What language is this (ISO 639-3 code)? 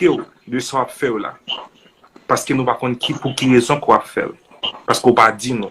hat